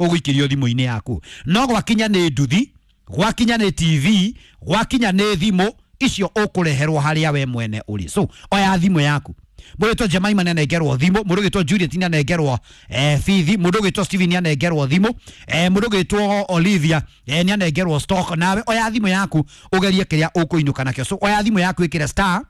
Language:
Kikuyu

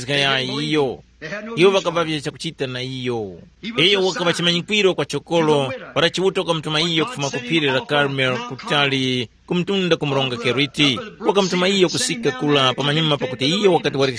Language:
Tumbuka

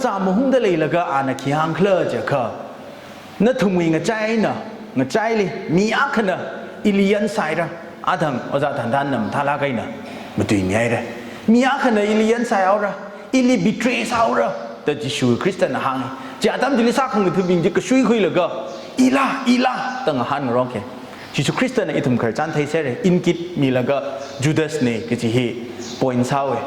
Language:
Tangkhul Naga (India)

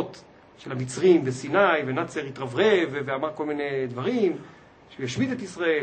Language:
Hebrew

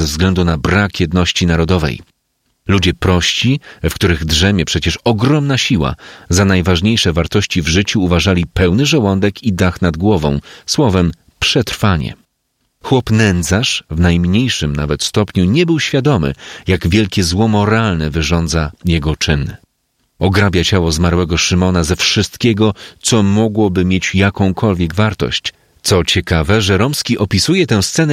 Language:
Polish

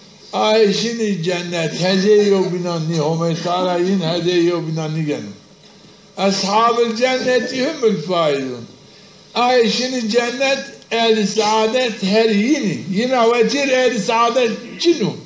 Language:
Zaza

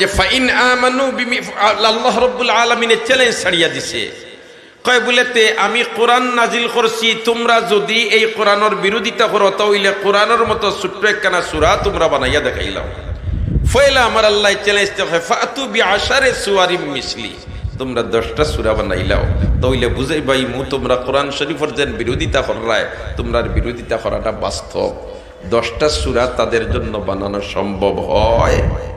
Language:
Sylheti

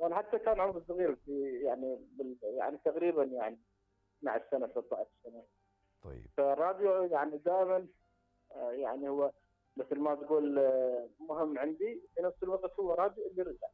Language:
Mesopotamian Arabic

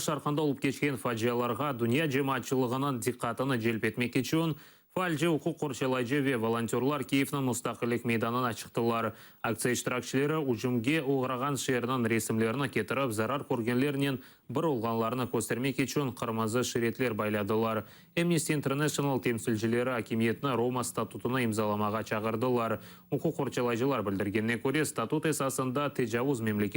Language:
Crimean Tatar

